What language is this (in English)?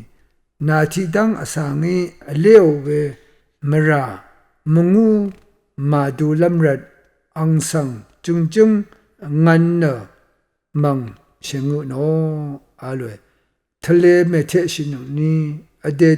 Rawang